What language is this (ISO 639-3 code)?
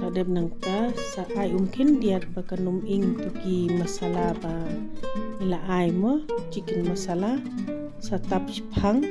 kha